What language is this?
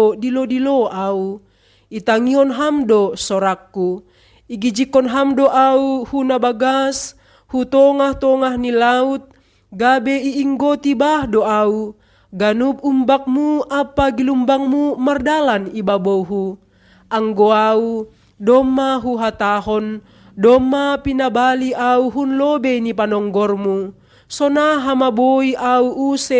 Batak Simalungun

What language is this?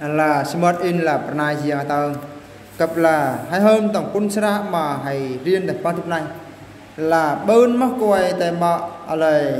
Eastern Bru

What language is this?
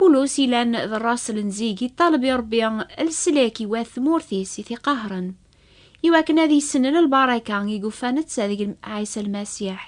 Kabyle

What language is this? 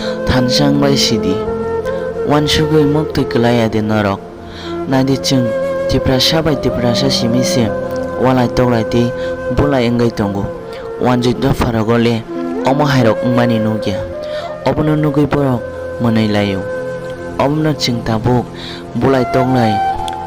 Kok Borok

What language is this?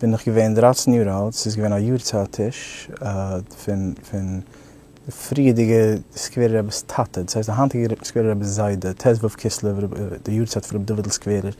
Yiddish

